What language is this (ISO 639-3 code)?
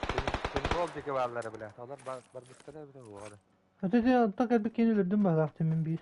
sah